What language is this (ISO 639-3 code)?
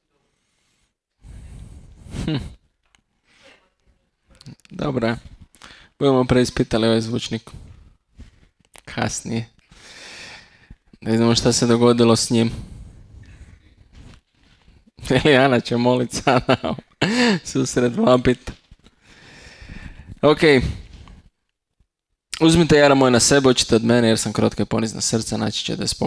hrv